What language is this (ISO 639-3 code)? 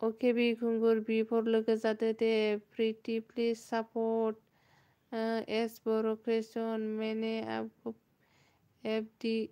brx